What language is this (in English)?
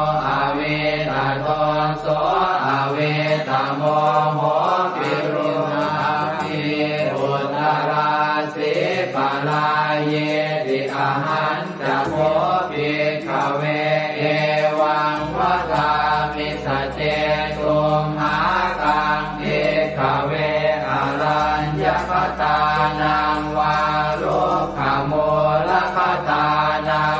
Pali